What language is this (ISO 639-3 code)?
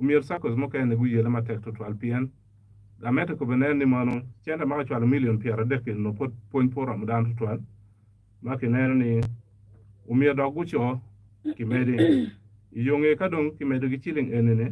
ach